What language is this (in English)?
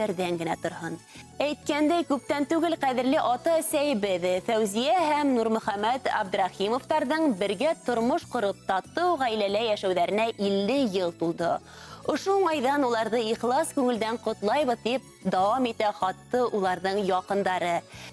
Bashkir